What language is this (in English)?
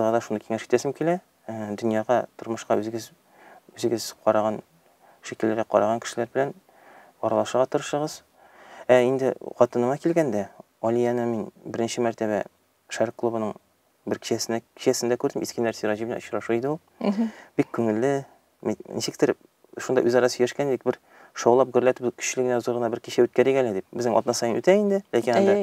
Tatar